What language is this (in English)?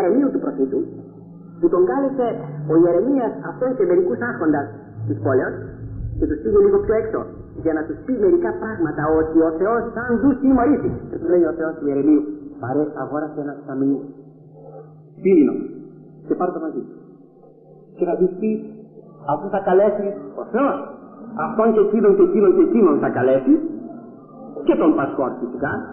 Greek